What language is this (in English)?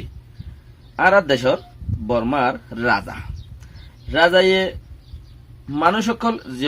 Rohingya